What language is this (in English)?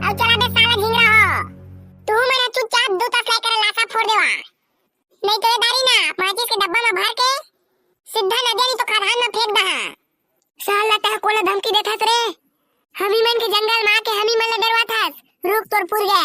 Chhattisgarhi